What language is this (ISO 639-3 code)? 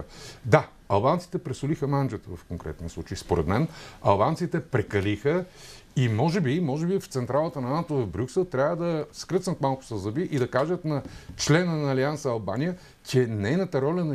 bul